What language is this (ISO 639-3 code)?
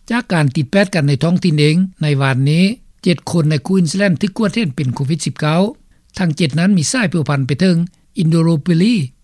lao